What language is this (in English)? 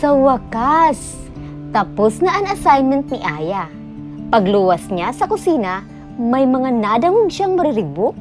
Bikol